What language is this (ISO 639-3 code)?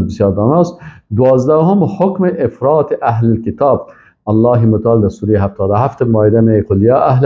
fas